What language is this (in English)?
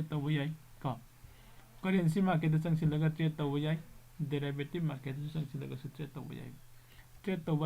Manipuri